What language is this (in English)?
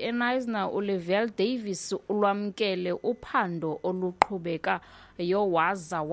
Xhosa